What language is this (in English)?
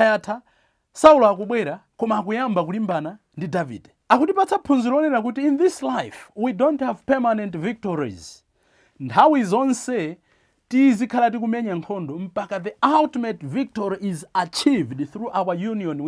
Nyanja